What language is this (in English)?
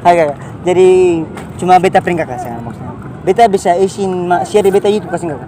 Ambonese Malay